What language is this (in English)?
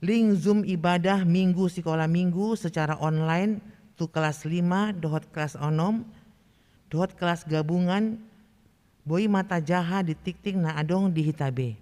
Batak Toba